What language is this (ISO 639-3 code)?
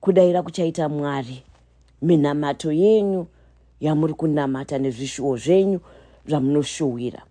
sna